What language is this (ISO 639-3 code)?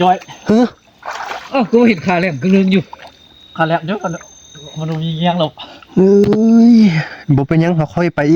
tts